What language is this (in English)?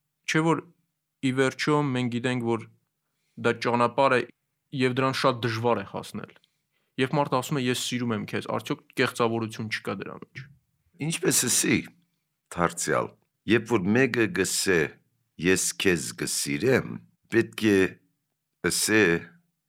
Armenian